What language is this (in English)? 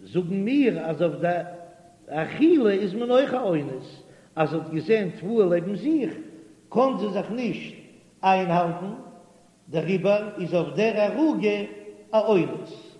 Yiddish